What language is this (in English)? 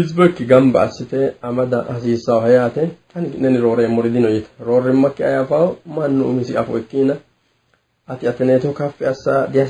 Sidamo